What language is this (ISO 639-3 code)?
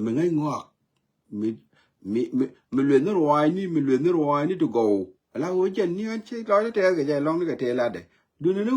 nus